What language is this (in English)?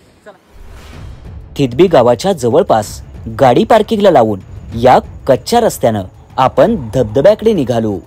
Marathi